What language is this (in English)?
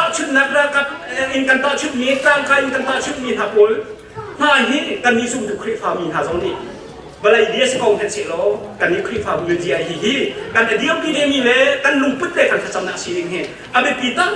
Hakha Chin